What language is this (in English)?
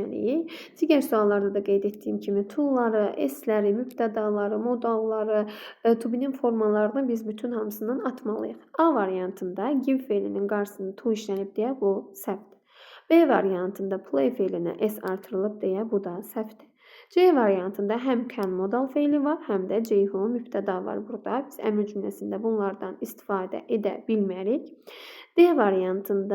Azerbaijani